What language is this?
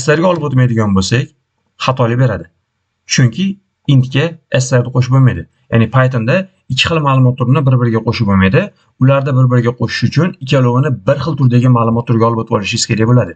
Uzbek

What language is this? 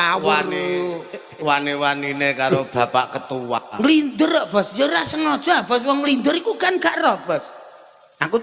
Javanese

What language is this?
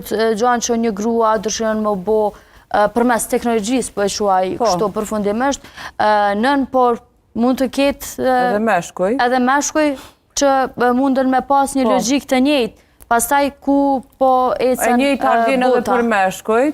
Albanian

